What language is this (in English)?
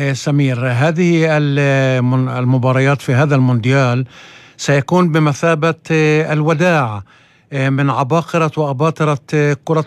North Levantine Arabic